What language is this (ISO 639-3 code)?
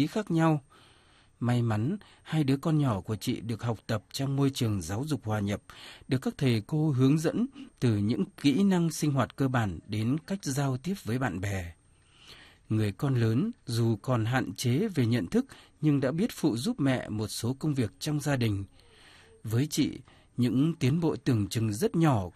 vie